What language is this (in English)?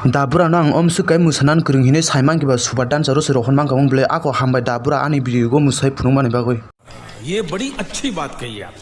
Kok Borok